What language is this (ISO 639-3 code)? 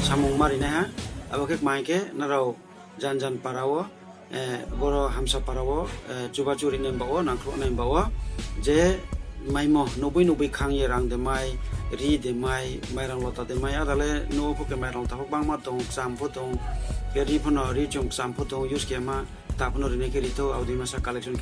ria